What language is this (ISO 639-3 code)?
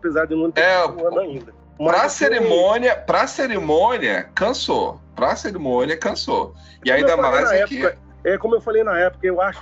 por